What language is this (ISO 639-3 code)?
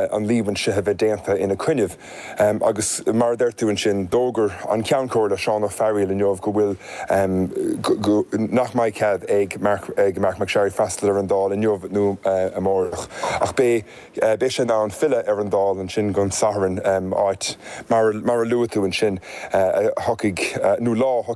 gle